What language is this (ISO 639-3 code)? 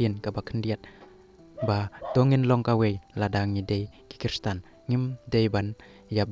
kha